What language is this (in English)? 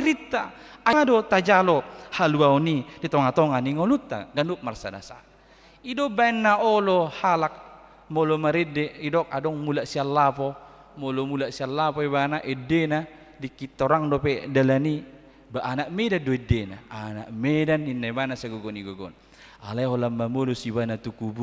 Batak Toba